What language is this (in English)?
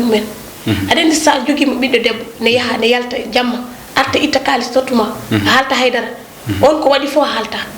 Fula